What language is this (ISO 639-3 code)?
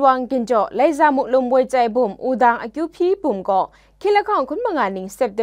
kac